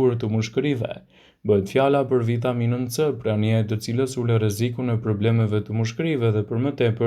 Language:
Albanian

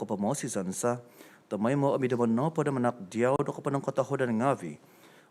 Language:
Central Dusun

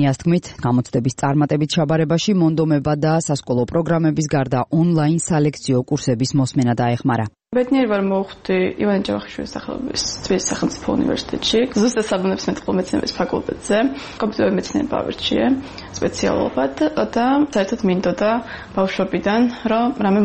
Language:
Georgian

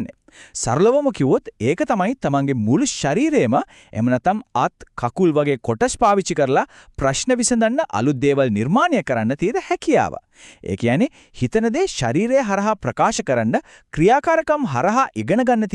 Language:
Sinhala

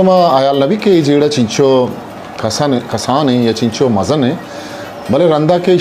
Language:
Eastern Balochi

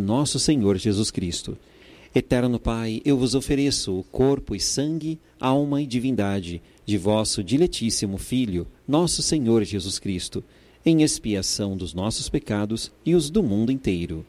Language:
Portuguese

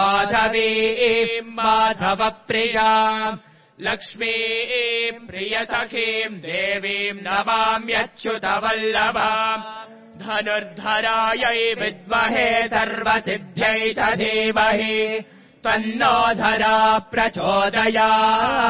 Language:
Sanskrit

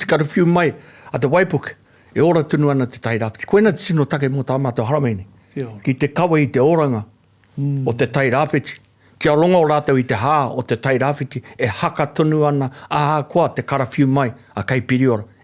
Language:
Māori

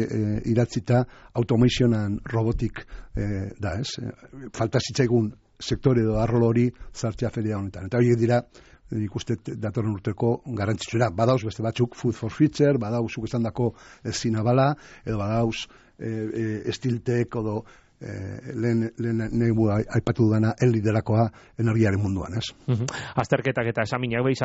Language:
Basque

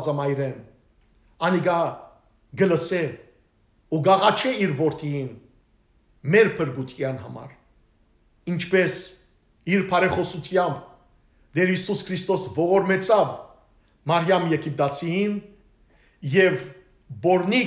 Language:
Western Armenian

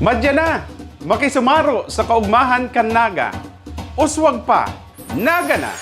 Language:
Bikol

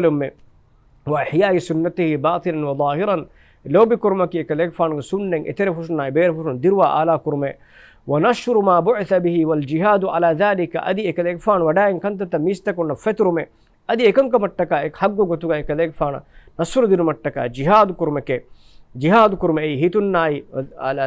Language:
Divehi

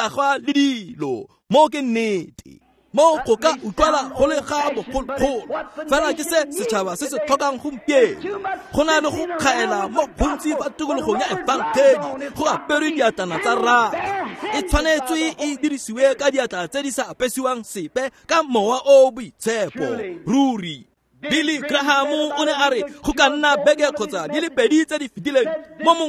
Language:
Tswana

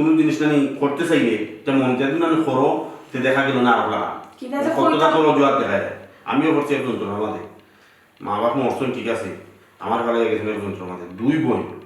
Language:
Sylheti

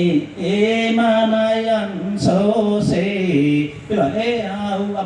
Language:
Karbi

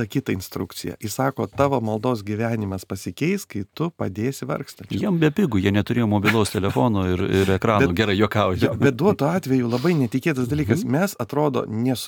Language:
Lithuanian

